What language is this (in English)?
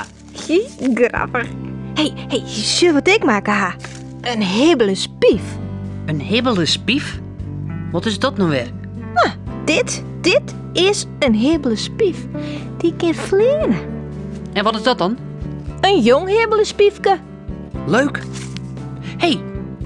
Western Frisian